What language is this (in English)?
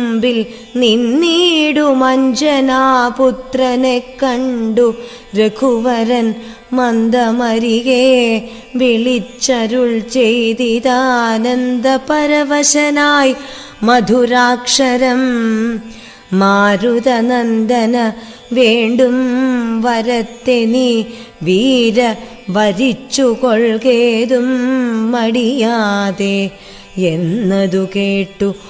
Malayalam